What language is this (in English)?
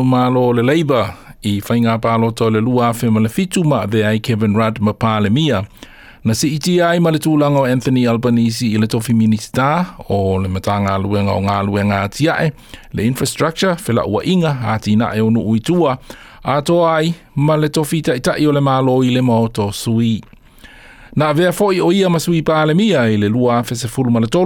Samoan